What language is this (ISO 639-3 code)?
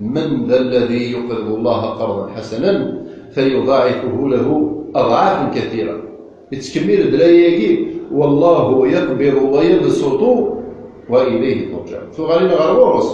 kab